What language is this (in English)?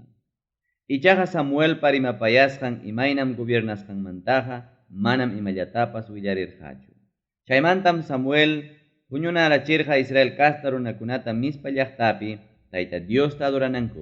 Ayacucho Quechua